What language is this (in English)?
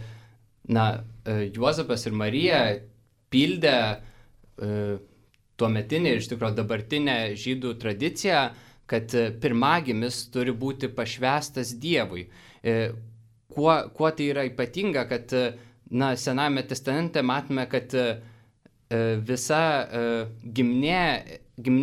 Lithuanian